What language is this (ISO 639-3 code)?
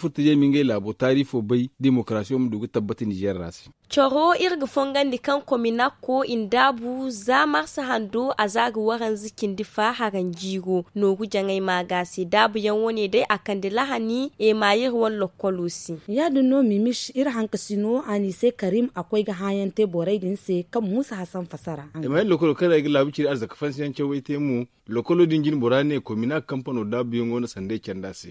dje